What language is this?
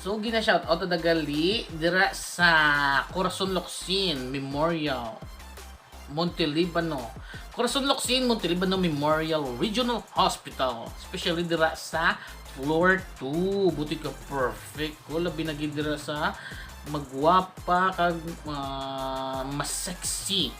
Hiligaynon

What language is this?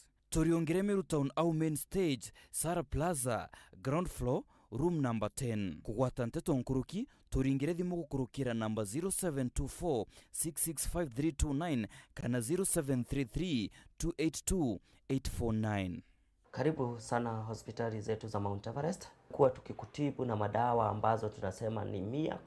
Meru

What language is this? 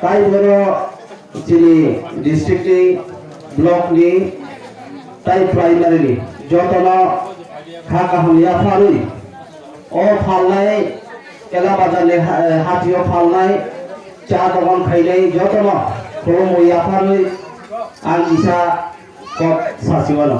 Kok Borok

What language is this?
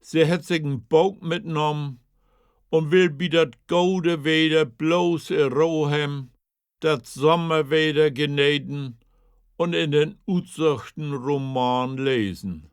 Low German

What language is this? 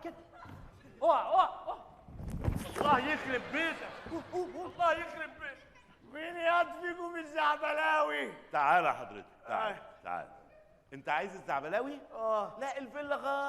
Egyptian Arabic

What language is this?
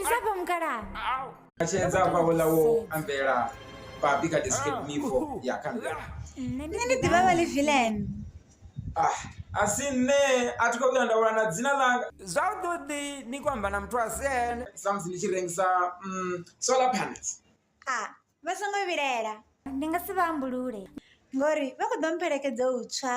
Venda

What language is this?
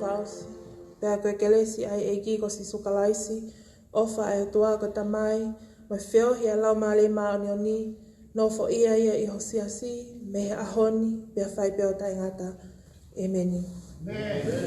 Tongan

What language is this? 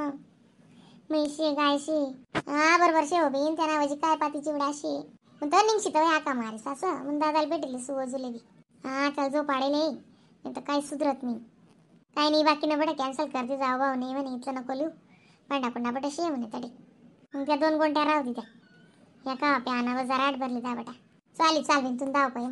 Khandesi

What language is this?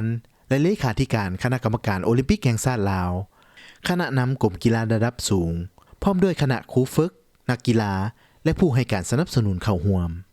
Lao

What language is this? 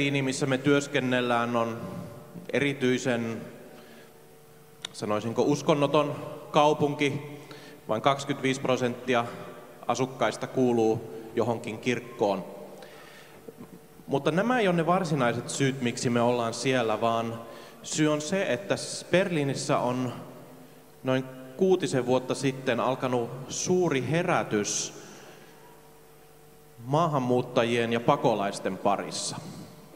Finnish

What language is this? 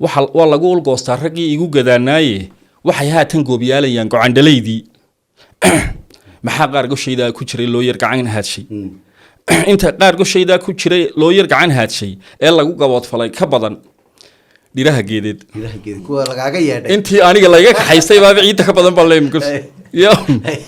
Somali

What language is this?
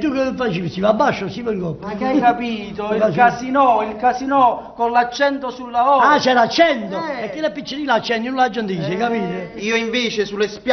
Neapolitan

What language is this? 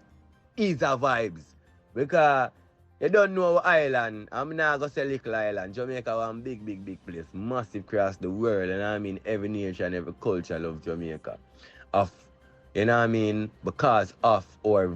Jamaican Creole English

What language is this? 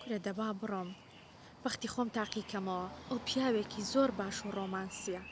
Central Kurdish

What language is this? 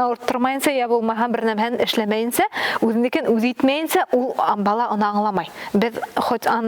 Bashkir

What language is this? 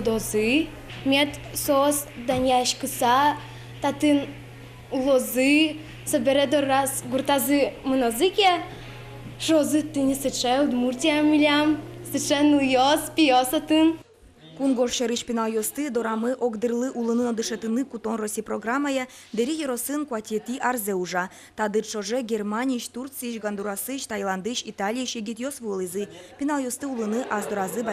Udmurt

